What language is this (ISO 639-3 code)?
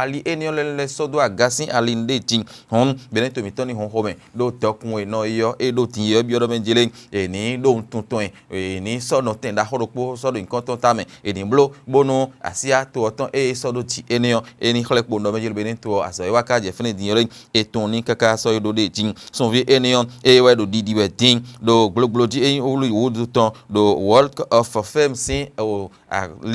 fon